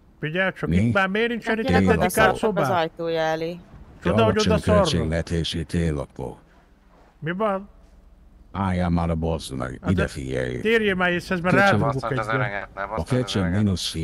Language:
Hungarian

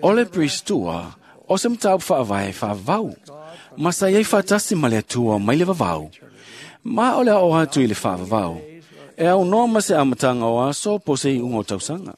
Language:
Samoan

